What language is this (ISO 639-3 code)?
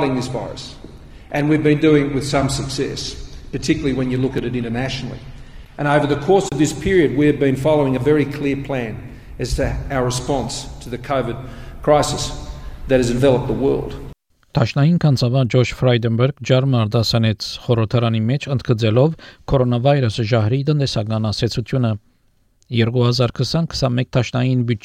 hye